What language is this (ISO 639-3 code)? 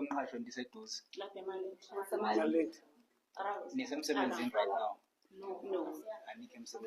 zul